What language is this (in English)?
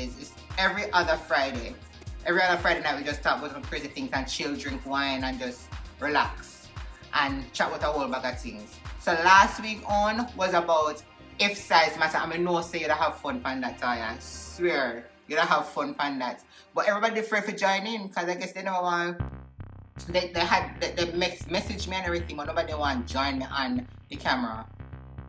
Jamaican Creole English